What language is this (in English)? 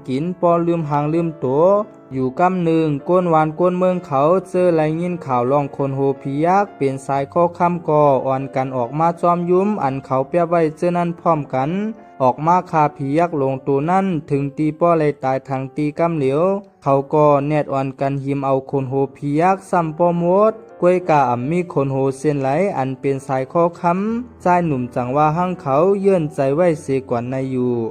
Shan